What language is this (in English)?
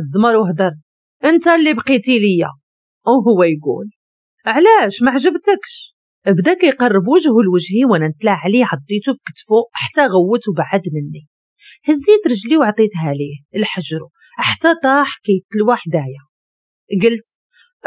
Moroccan Arabic